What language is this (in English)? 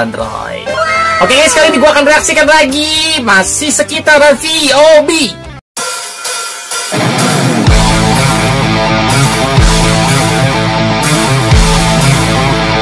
Indonesian